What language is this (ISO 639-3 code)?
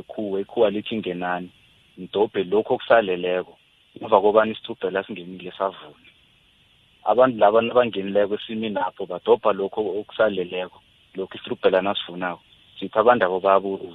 nbl